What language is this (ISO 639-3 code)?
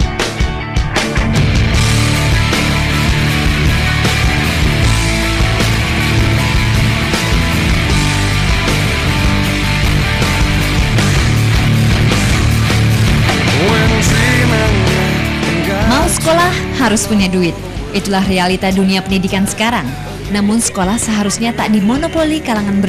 ind